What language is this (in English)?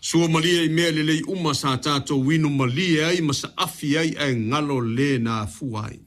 Samoan